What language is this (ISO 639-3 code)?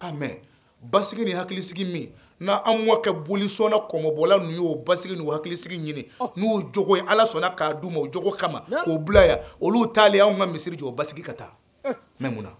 bam